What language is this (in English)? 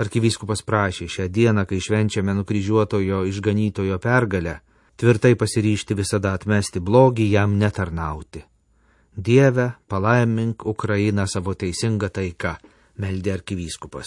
Lithuanian